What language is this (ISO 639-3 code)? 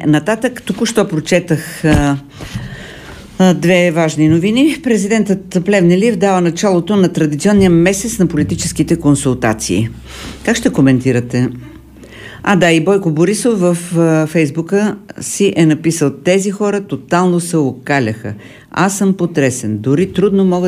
bul